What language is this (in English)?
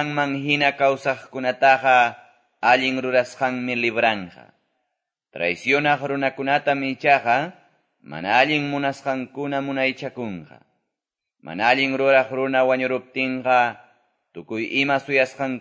Quechua